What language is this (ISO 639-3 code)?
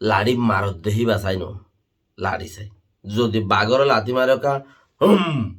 rhg